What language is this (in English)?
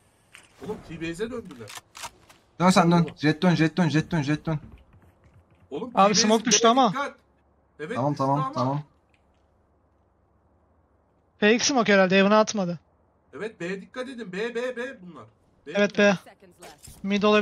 Turkish